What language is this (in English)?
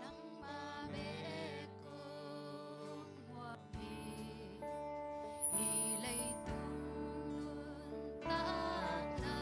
Tedim Chin